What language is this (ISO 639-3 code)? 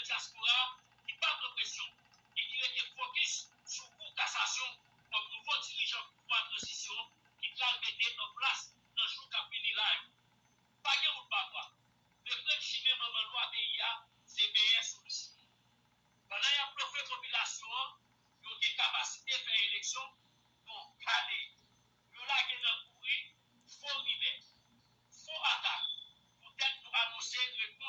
hat